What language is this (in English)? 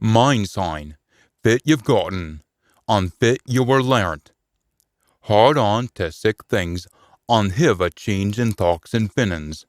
Scots